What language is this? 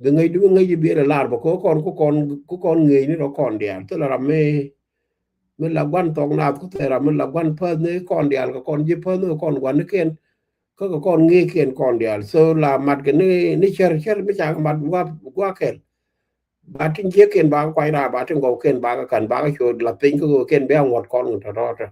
Nuer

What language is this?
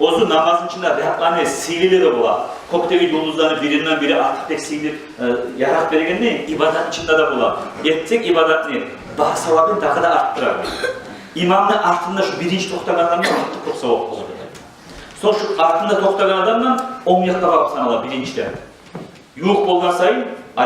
Kumyk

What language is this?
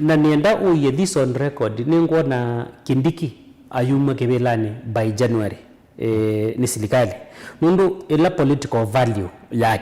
Kamba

